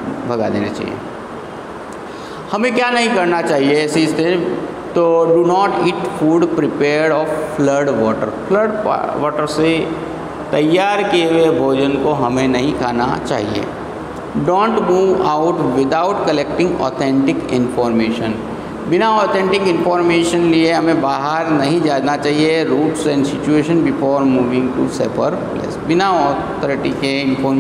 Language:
Hindi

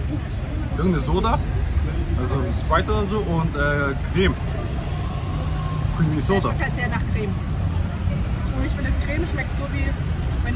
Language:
German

